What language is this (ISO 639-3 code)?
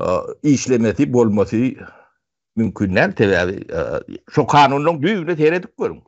tuk